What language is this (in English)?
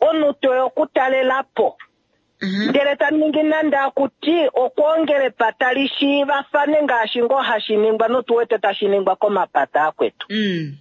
Kuanyama